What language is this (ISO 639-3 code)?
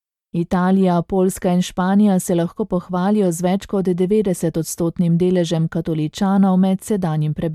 slv